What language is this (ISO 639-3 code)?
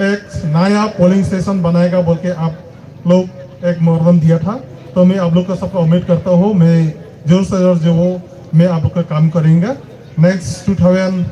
hmr